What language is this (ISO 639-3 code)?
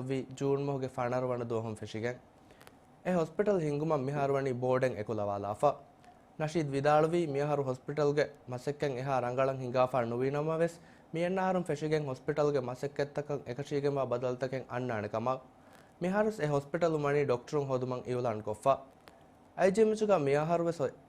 div